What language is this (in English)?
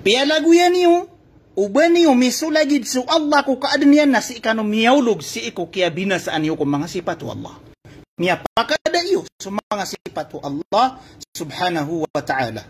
Maranao